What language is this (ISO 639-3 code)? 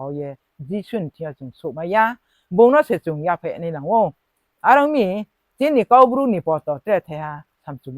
ria